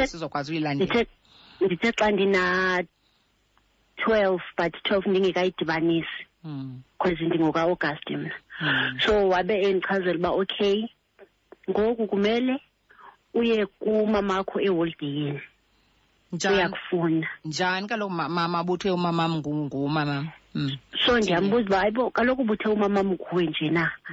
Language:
Xhosa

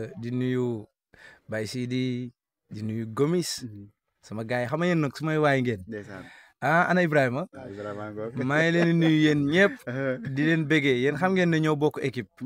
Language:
Wolof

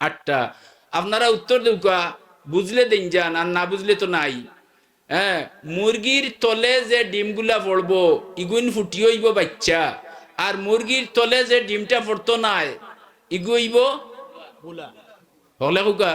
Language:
Sylheti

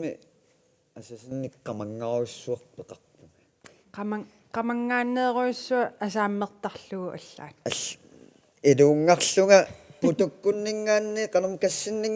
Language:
Kalaallisut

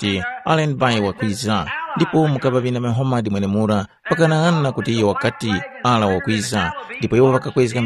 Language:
Tumbuka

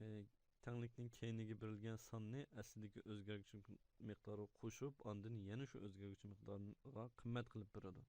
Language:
Uyghur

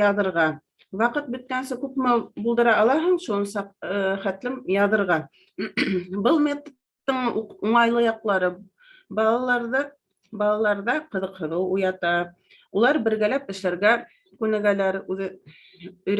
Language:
Bashkir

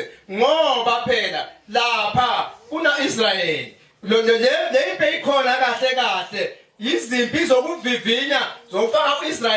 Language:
Zulu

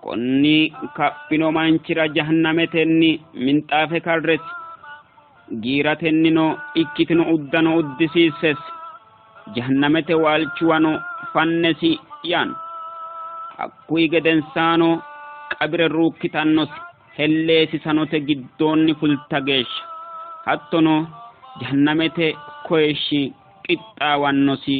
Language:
Sidamo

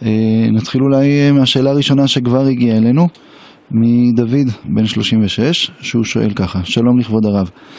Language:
Hebrew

